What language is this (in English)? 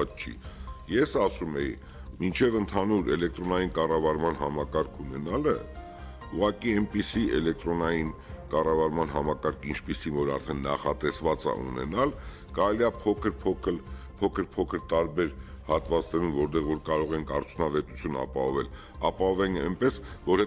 Armenian